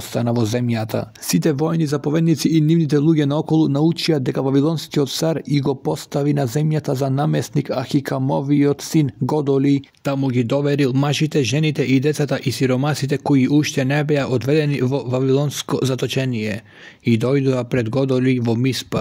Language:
Macedonian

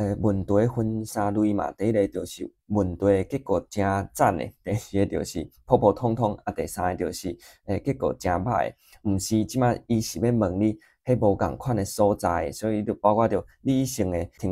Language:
Min Nan Chinese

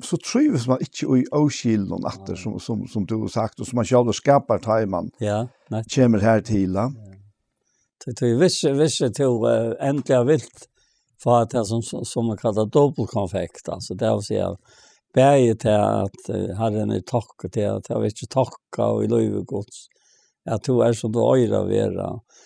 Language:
Faroese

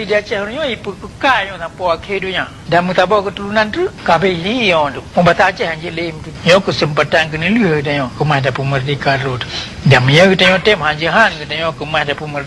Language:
Achinese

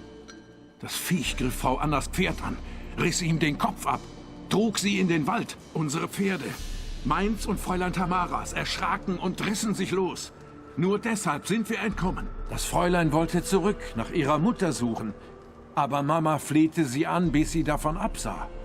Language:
Swiss German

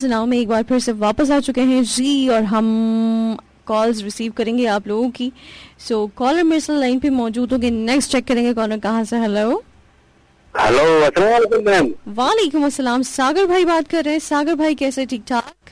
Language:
Sindhi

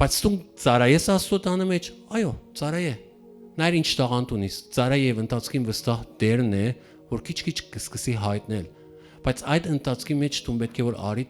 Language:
Western Armenian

